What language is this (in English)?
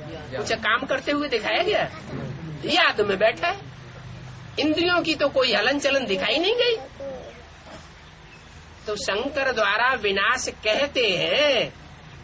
Hindi